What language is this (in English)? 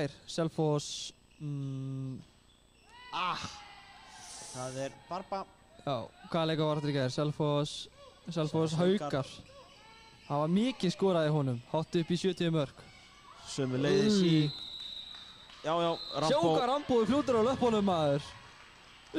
Icelandic